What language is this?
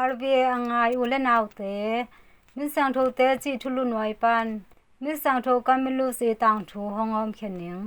Tedim Chin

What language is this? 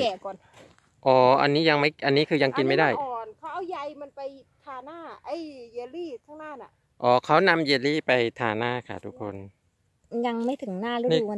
Thai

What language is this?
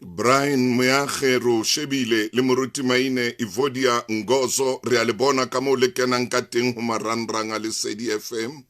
Southern Sotho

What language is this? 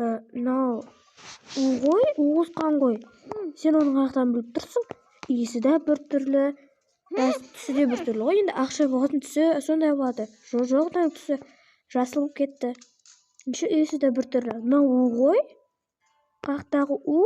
Kazakh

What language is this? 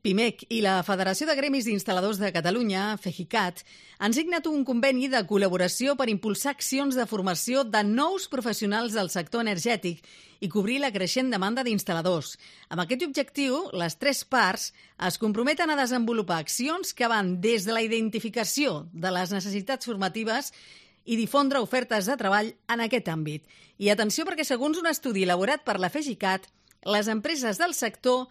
Catalan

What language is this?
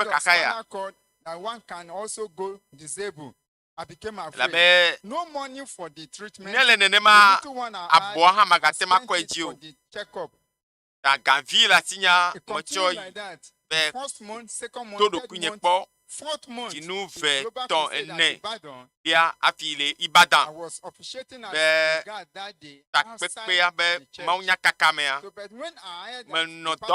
Ewe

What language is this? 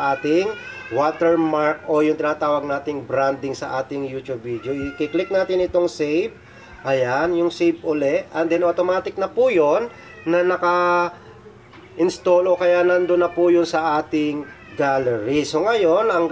Filipino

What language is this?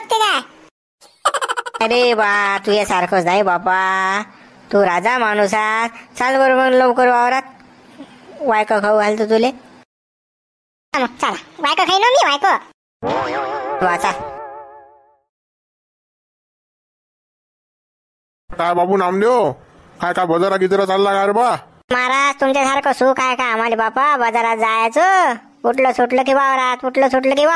Marathi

